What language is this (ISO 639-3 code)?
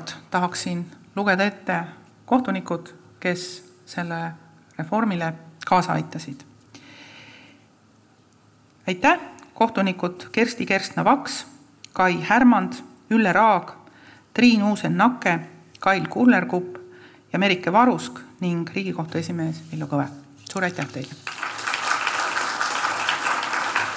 est